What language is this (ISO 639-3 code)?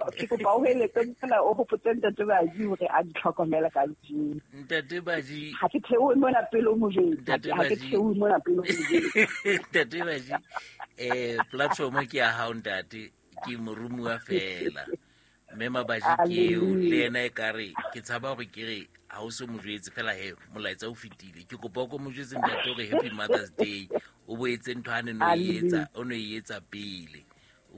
sot